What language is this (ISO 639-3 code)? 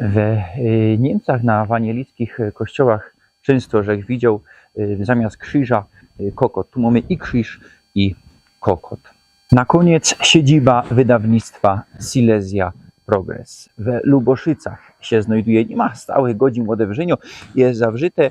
szl